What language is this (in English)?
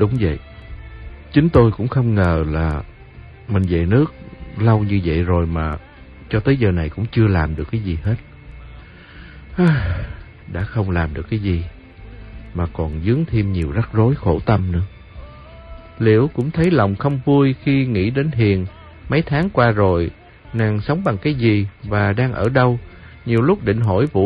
Vietnamese